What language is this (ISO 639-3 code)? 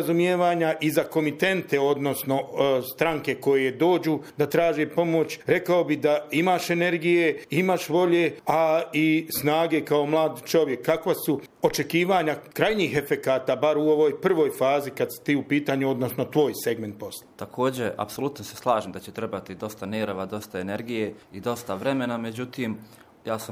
hrv